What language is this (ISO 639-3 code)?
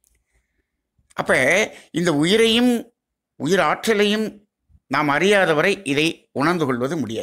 tam